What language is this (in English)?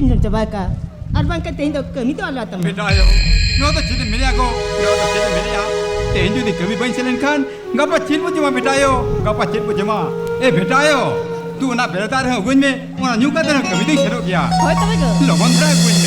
Santali